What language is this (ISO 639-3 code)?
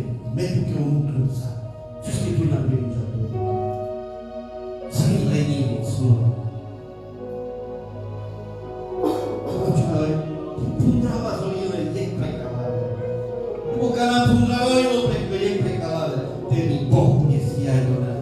slk